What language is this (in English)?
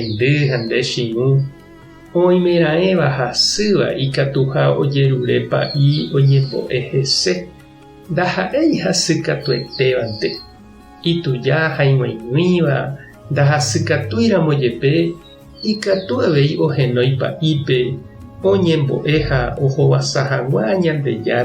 Guarani